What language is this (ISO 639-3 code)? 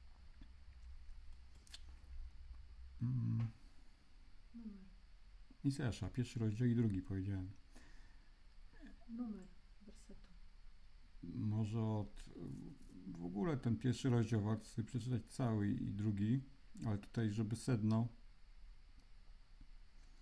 pol